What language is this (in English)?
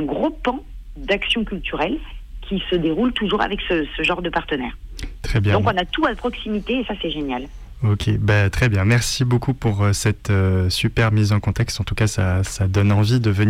French